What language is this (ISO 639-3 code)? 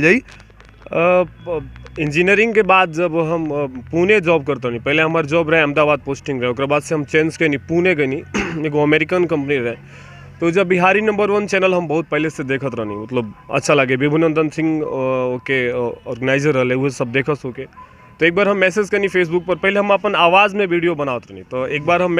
bho